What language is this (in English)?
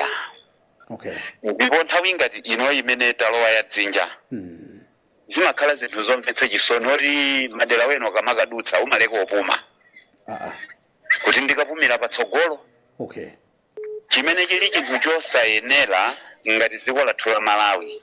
Nyanja